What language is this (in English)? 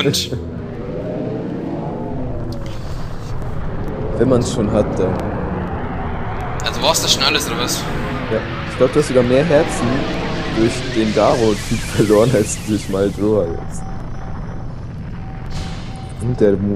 German